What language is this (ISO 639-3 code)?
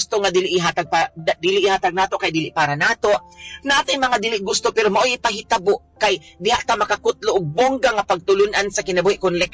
ceb